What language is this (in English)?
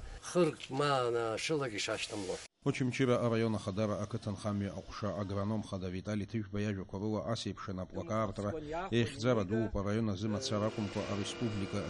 Abkhazian